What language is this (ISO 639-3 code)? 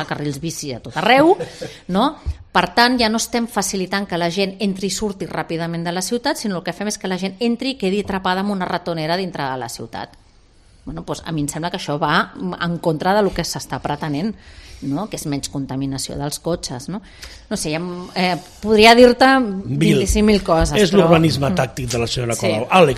cat